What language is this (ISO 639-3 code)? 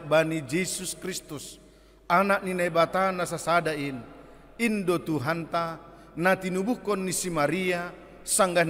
bts